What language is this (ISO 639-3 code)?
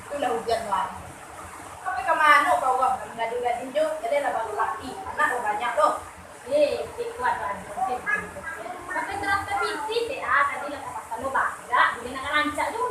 min